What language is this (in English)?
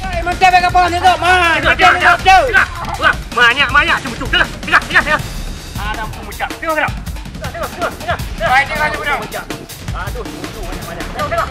Achinese